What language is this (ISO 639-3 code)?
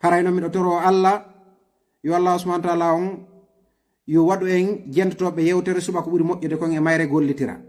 ful